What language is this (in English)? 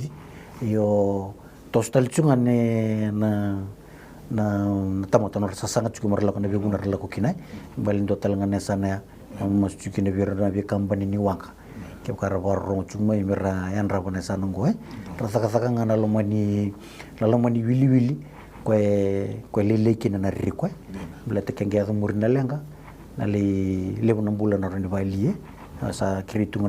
Fijian